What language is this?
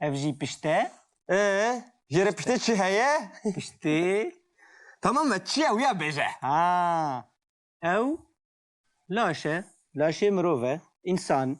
Kurdish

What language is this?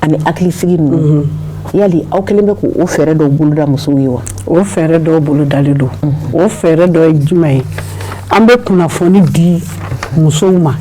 Bambara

